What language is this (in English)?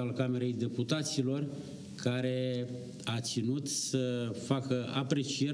Romanian